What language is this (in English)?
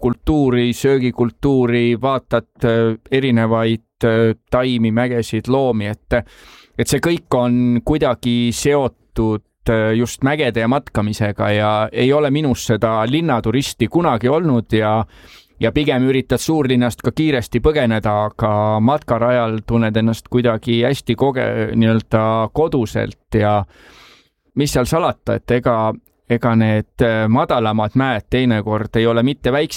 Estonian